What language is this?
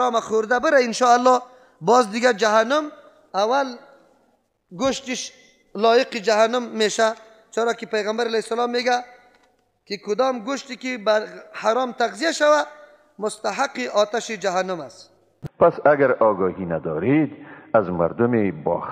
Persian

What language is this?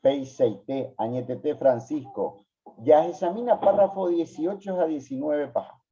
Guarani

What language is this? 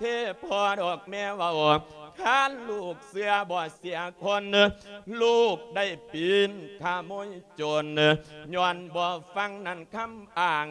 Lao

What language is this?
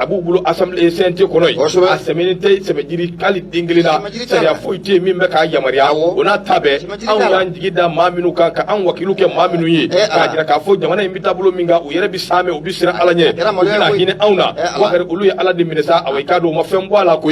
Bambara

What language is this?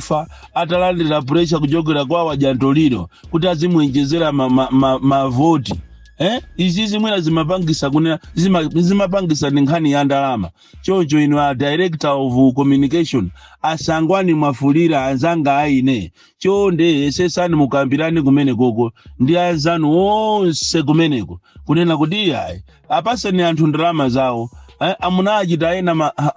Nyanja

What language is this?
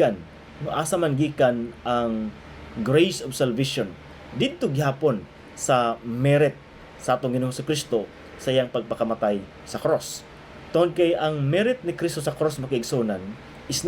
Cebuano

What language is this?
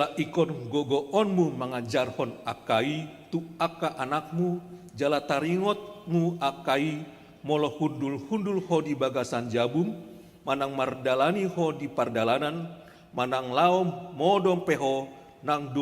Batak Toba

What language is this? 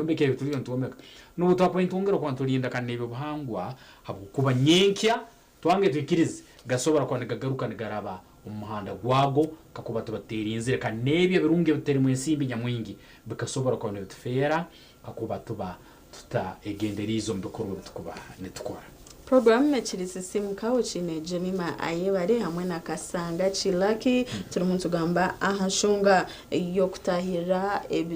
Nyankole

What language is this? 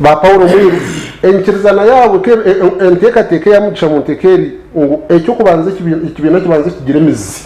Nyankole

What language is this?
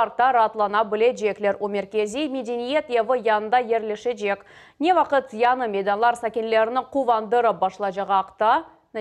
Crimean Tatar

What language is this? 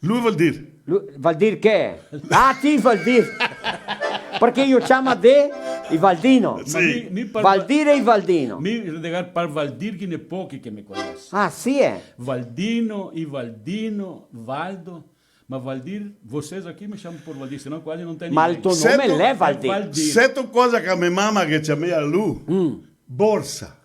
Venetian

